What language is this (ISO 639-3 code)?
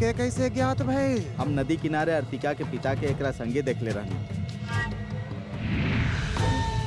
bho